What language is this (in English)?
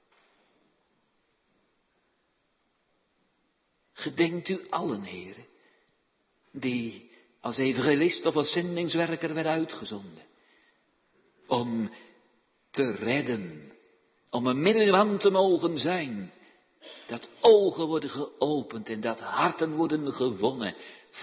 Dutch